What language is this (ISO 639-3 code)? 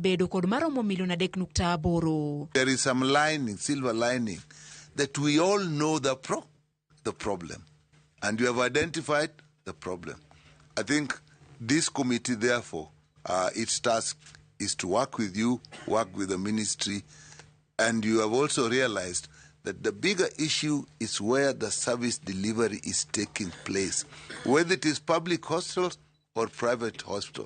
luo